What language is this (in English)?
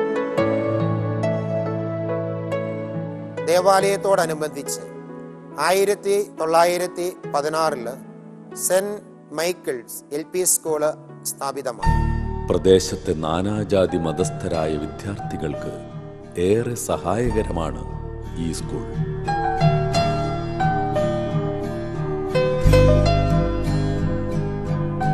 Malayalam